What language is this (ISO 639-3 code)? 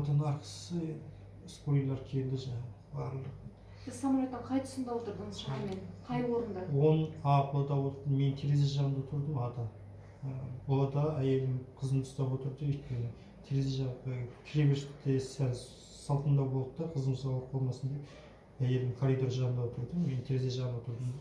kaz